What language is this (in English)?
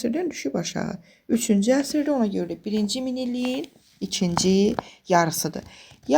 Azerbaijani